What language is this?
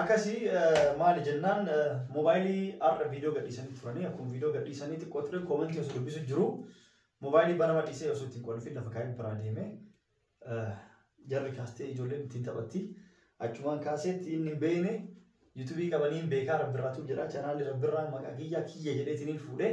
Oromo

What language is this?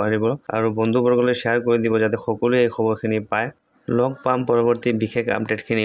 Assamese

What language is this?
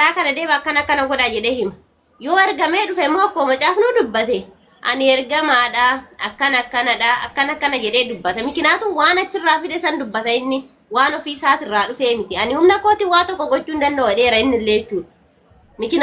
Oromo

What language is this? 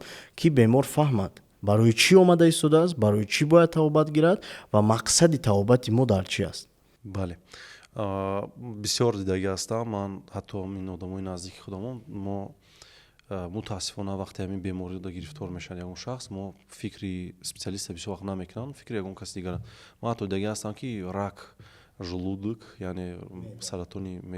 Tajik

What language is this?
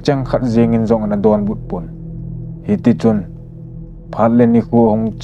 Thado Chin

